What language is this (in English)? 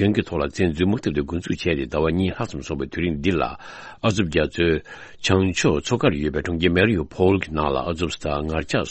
Tibetan